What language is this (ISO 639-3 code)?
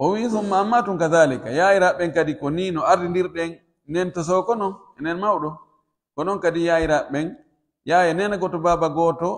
fuf